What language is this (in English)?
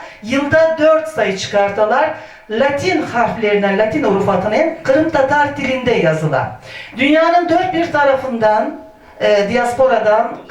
Crimean Tatar